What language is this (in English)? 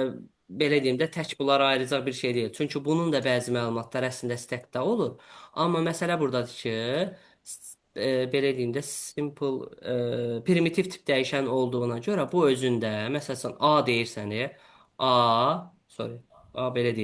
Azerbaijani